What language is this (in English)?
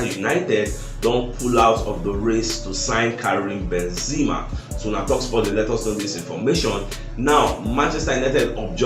Nigerian Pidgin